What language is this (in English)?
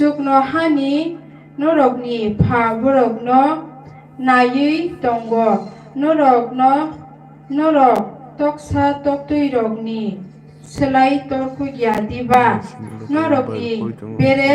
Kok Borok